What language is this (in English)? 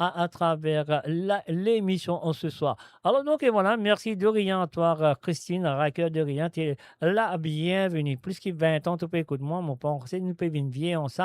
Morisyen